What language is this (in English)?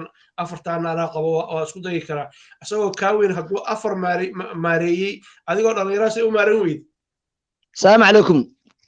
Somali